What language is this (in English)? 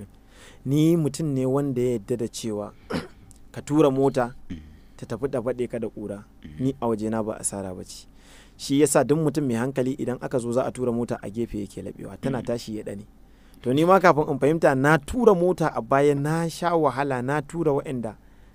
Hausa